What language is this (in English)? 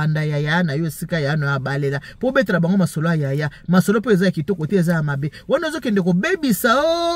Lingala